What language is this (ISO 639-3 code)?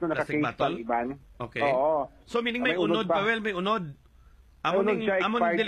hil